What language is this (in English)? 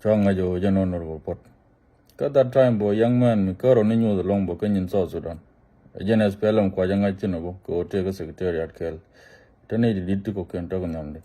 Nuer